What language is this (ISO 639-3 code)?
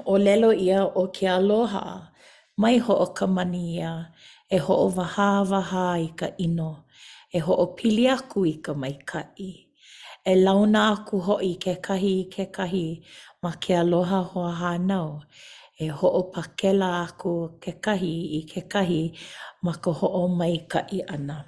haw